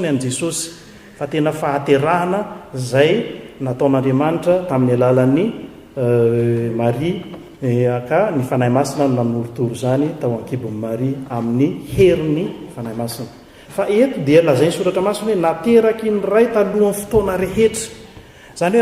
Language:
Malagasy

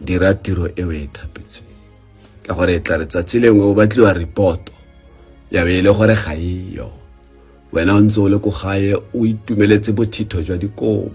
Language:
Tswana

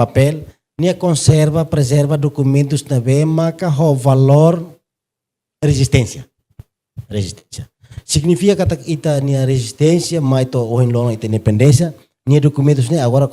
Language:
Tetum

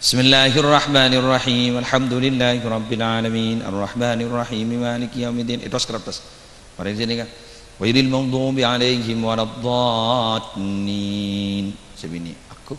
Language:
Madurese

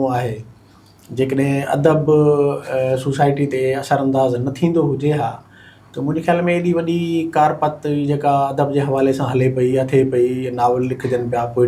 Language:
Sindhi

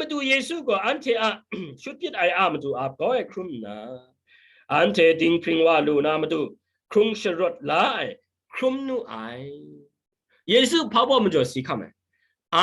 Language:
Kachin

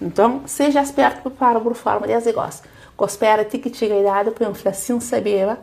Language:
Kabuverdianu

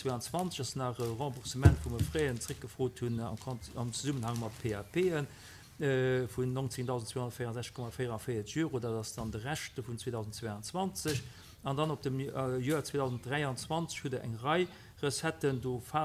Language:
Luxembourgish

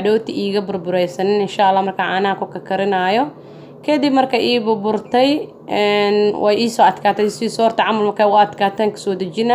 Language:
Somali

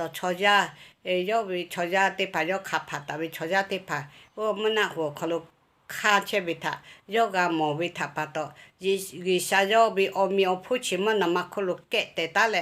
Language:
Lahu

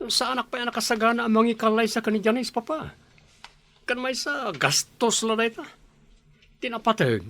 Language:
Iloko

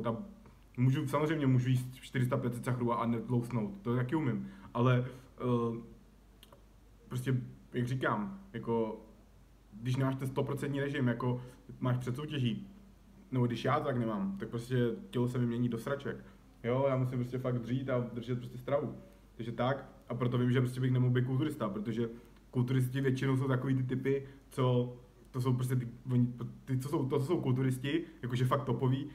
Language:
Czech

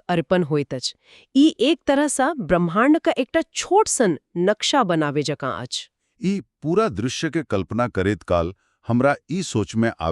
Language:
Maithili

